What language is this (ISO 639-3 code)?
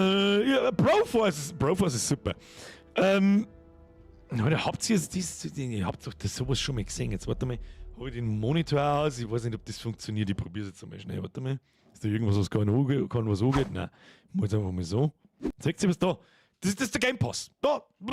bar